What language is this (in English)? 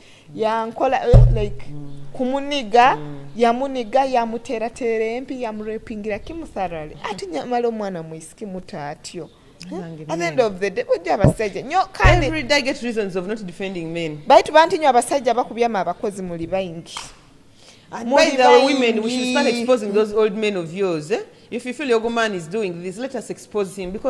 Nyoro